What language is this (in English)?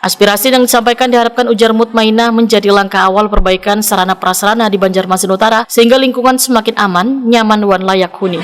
Banjar